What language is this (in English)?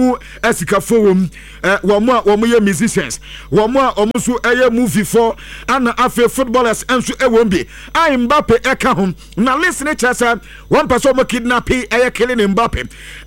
Akan